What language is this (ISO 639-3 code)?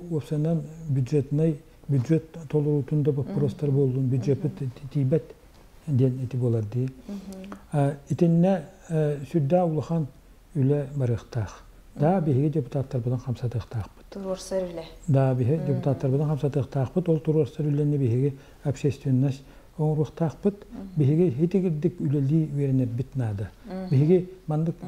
sah